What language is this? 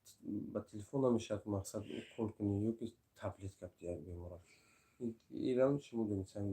Tajik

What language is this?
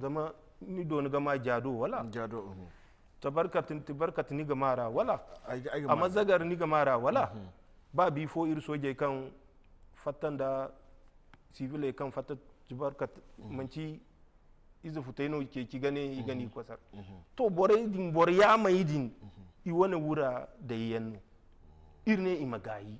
Zarma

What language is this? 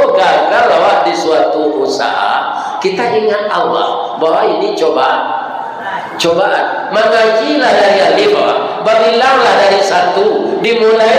Minangkabau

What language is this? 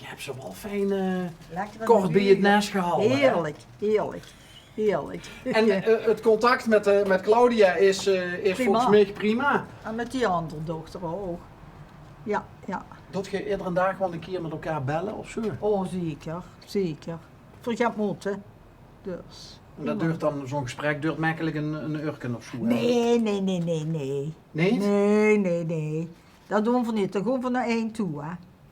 Limburgish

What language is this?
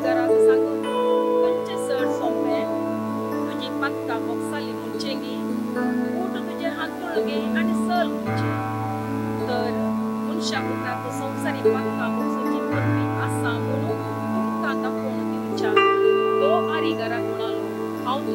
Konkani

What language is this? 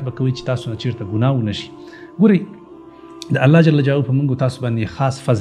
Pashto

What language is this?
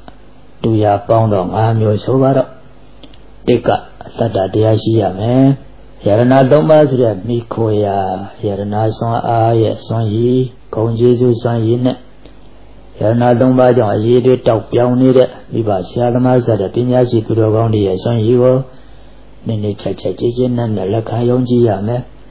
Burmese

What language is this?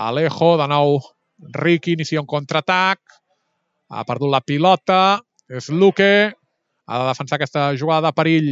Catalan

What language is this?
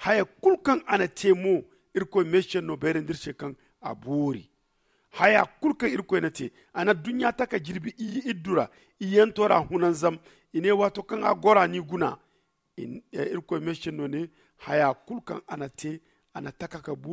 Zarma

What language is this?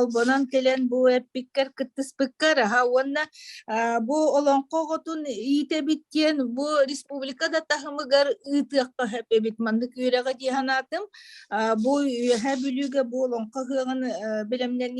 Yakut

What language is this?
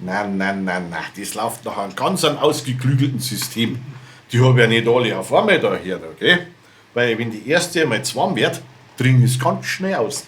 Bavarian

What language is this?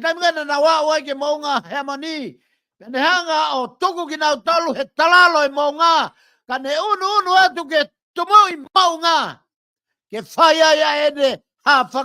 Tongan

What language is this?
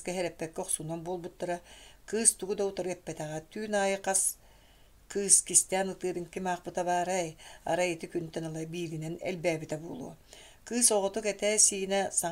Yakut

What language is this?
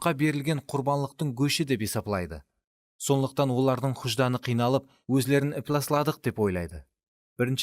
Kara-Kalpak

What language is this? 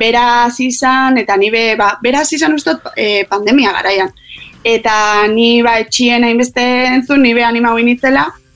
Basque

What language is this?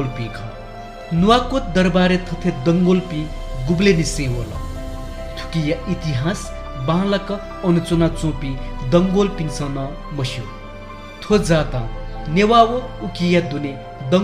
Newari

